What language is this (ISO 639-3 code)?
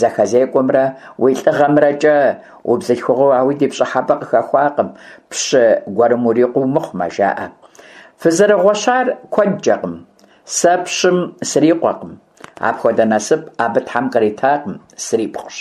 kbd